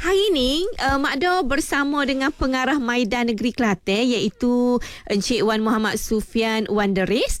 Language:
Malay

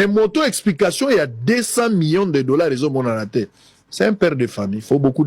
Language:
Lingala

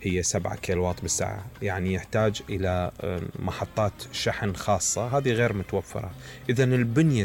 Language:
Mesopotamian Arabic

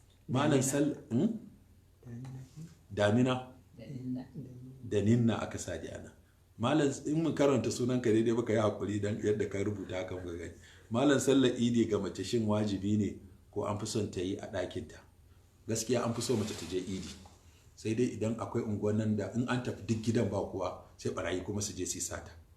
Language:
Hausa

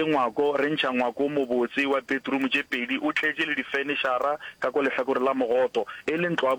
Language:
Northern Sotho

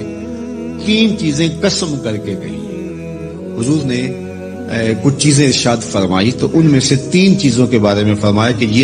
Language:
Urdu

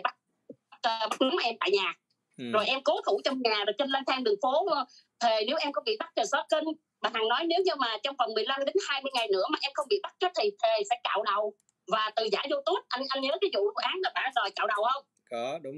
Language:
Vietnamese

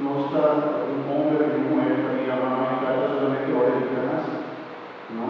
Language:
Papiamento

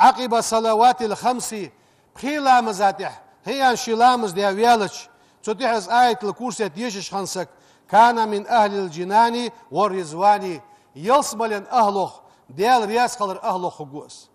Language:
Ingush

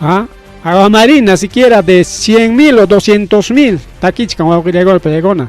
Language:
Ayacucho Quechua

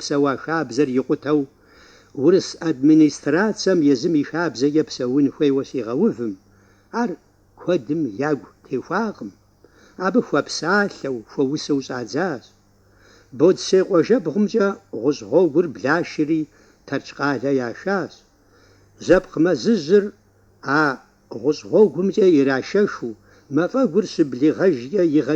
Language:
Kabardian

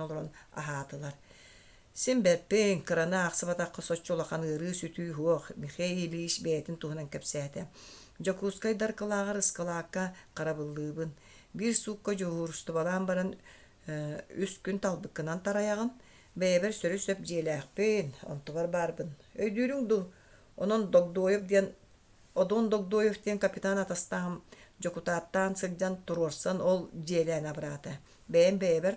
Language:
Yakut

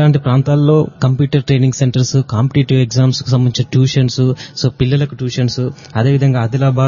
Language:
Telugu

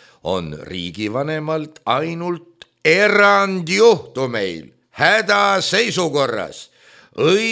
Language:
Estonian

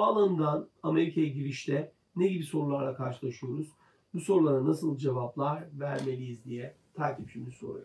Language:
Turkish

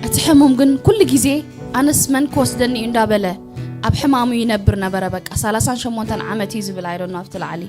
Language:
Tigrinya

